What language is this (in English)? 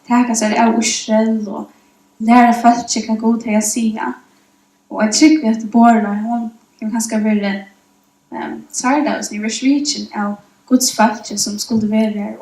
Faroese